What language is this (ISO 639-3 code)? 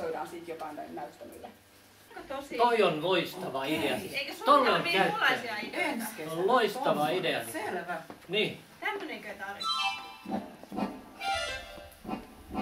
fin